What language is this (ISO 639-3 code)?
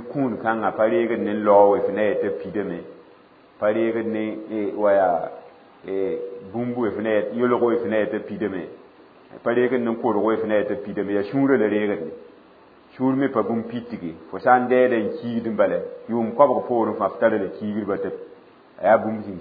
mos